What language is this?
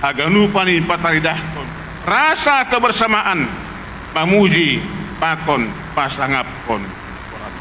Batak Simalungun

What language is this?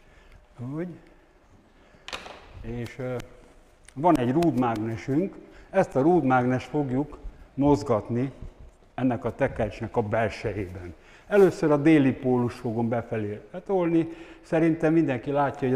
Hungarian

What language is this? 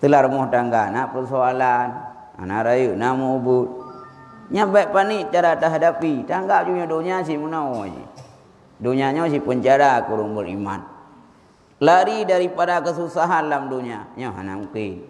Achinese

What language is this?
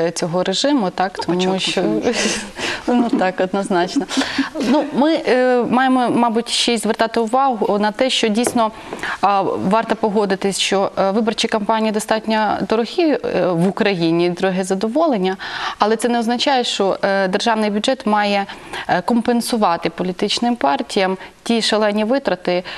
Ukrainian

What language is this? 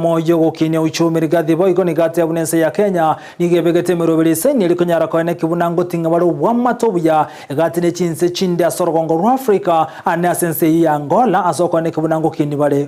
Gusii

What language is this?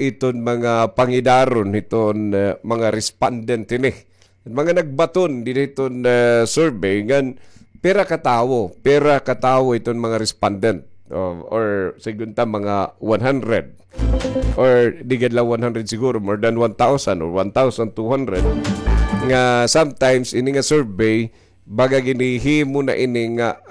Waray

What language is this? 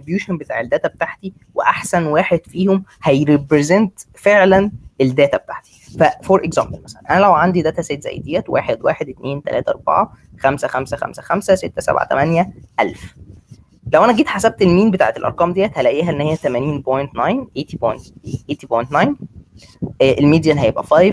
Egyptian Arabic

